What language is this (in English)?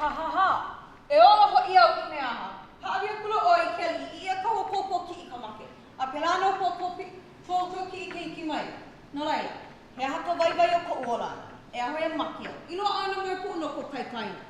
Hawaiian